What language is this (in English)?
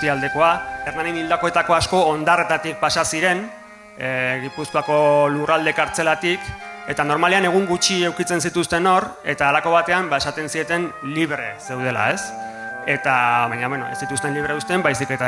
Basque